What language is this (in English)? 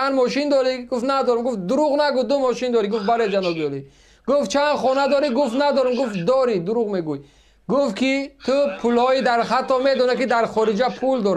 Tajik